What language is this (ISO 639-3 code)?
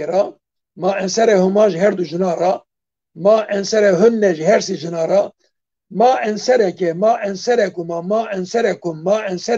kur